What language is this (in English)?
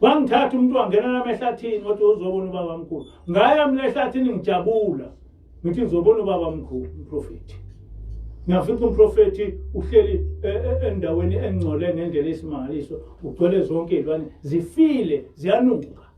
Zulu